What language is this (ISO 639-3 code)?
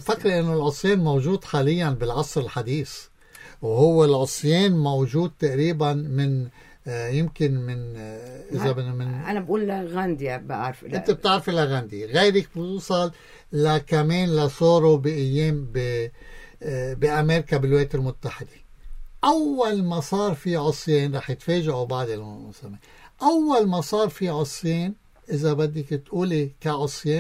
apc